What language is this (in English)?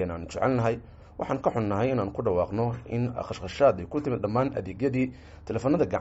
Somali